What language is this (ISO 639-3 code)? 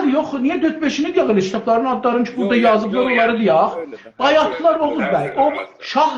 azb